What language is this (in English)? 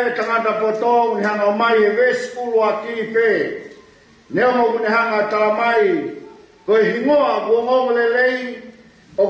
Tongan